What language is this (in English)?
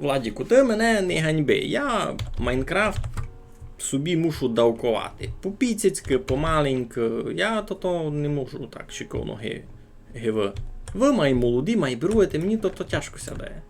Rusyn